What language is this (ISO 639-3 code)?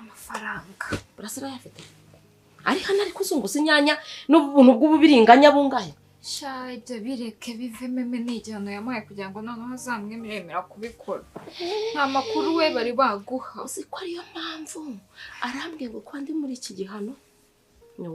kin